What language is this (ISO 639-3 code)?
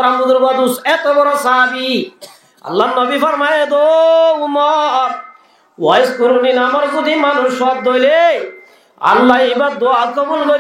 rhg